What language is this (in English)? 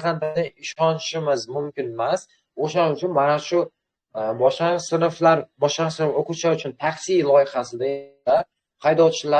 Uzbek